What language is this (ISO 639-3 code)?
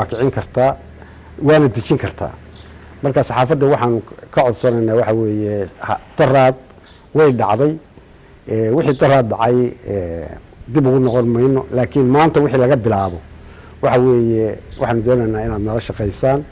som